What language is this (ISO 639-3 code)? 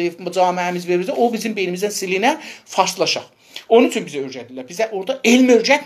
azb